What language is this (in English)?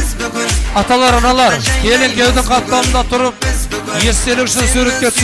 Kara-Kalpak